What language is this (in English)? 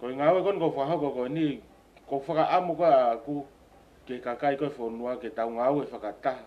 Tongan